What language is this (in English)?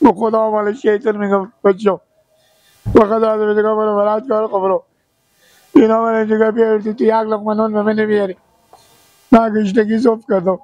Persian